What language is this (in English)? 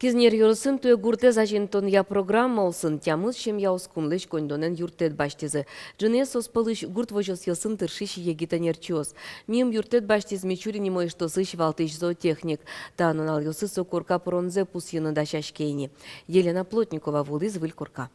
Udmurt